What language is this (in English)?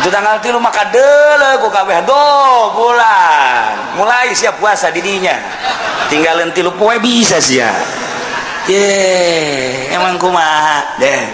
Sundanese